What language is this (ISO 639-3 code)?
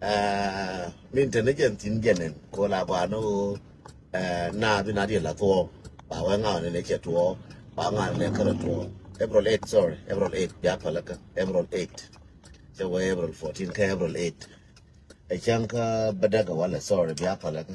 nus